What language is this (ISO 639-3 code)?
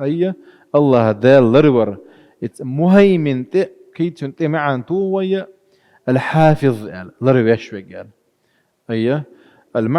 che